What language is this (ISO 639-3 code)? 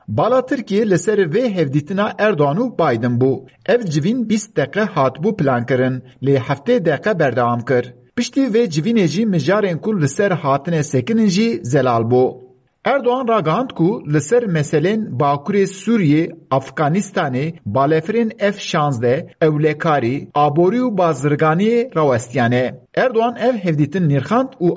kur